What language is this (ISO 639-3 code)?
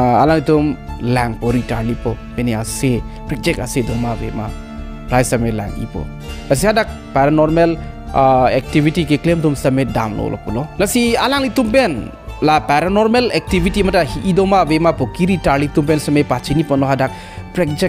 mjw